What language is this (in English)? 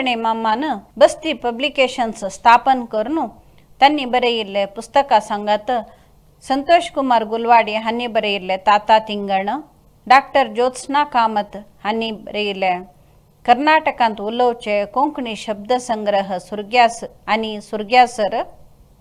Konkani